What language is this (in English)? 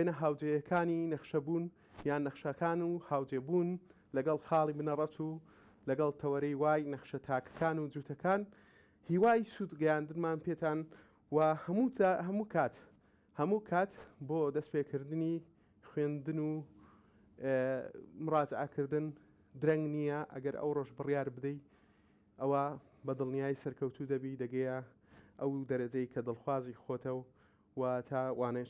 Central Kurdish